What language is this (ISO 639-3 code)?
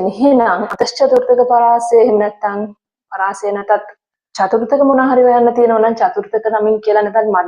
sin